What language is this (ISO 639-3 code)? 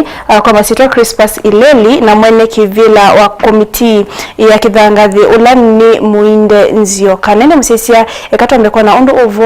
kam